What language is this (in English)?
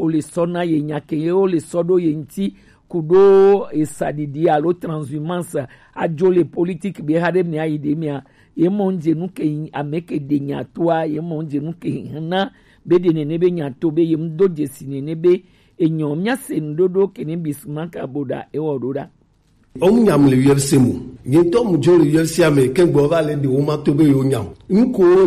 Gen